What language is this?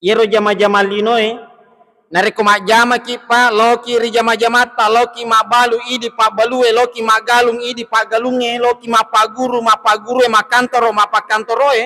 Buginese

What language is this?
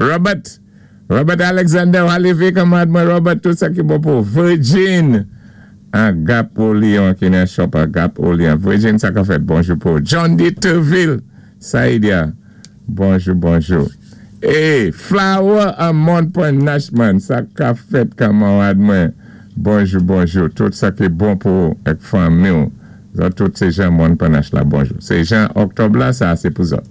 Saint Lucian Creole French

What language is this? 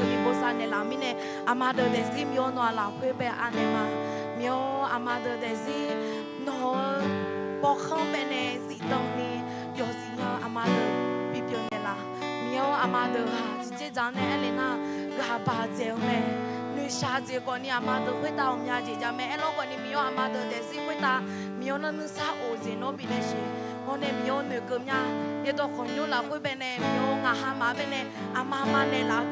Akha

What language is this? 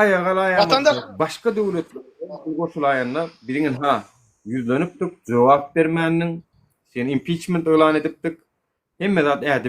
Turkmen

